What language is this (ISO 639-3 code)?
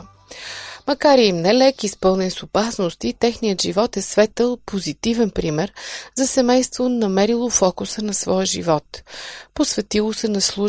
bul